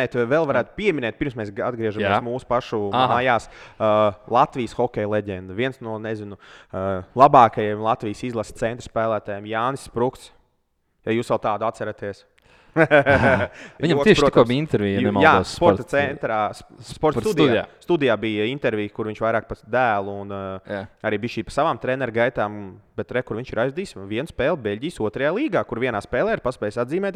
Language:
Latvian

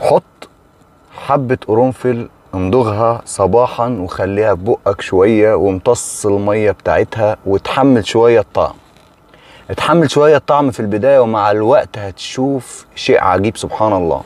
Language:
Egyptian Arabic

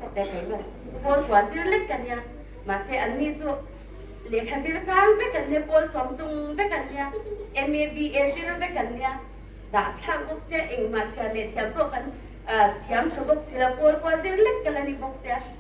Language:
Hmar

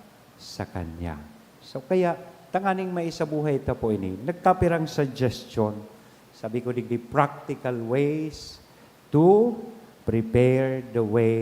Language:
Bikol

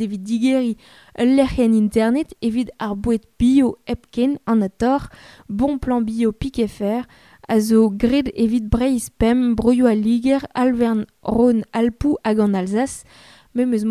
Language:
Breton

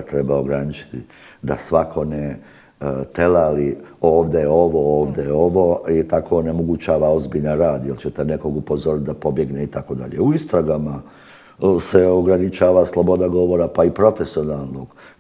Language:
Bosnian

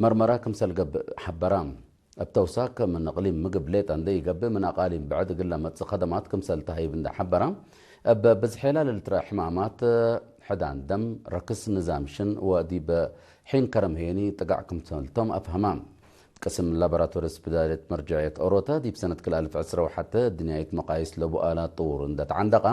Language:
Tigre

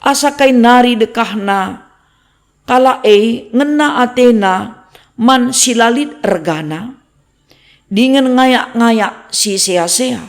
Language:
Batak Karo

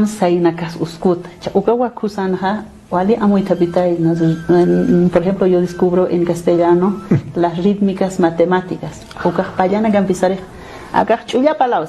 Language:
Aymara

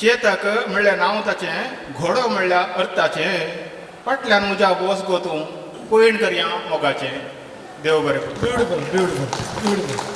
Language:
Konkani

